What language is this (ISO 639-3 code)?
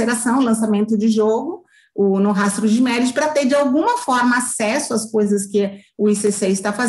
por